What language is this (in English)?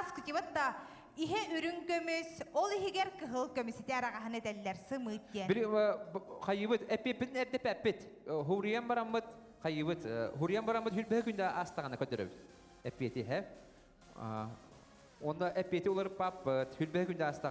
Yakut